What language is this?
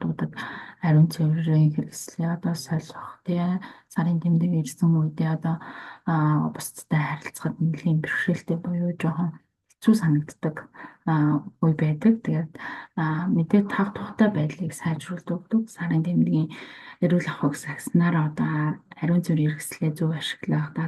Mongolian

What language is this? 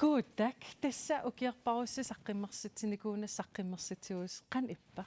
Kalaallisut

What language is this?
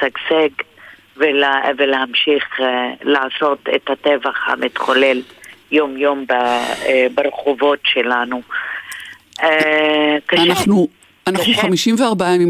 Hebrew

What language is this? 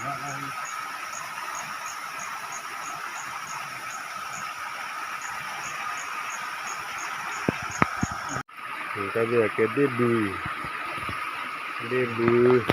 S'gaw Karen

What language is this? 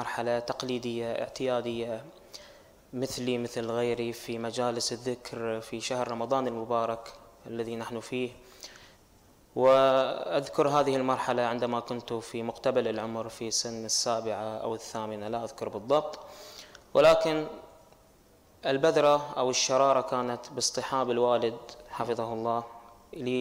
Arabic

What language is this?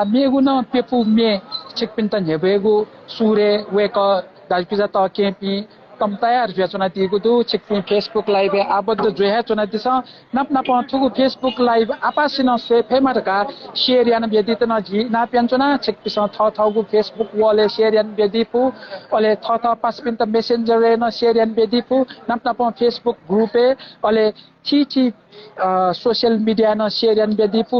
Newari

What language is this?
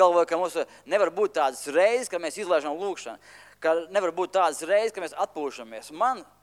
Latvian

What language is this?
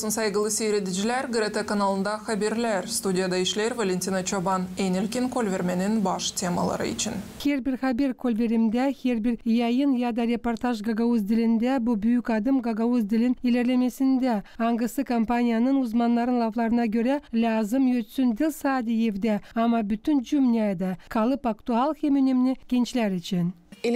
Gagauz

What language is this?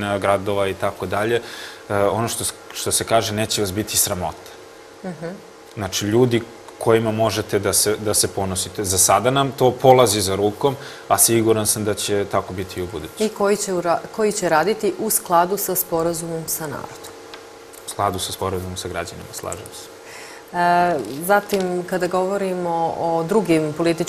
Serbian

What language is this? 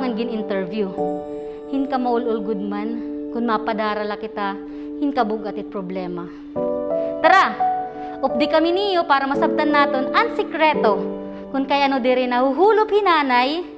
Waray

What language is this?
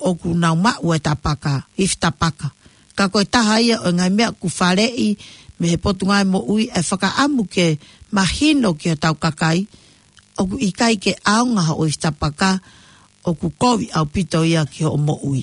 Tongan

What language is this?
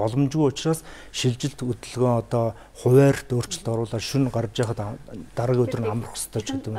Mongolian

